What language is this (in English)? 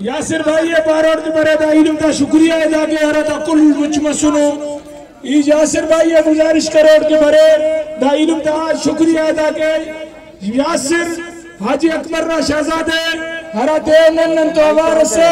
Brahui